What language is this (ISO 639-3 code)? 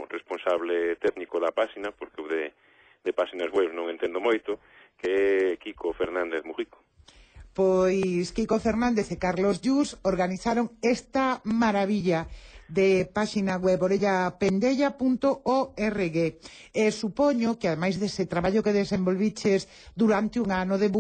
glg